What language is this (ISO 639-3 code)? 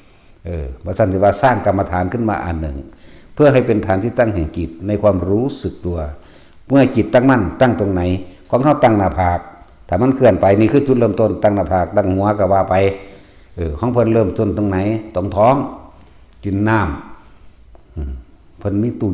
tts